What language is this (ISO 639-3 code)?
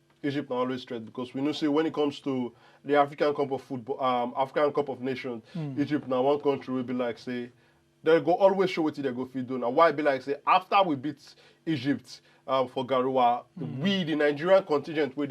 pcm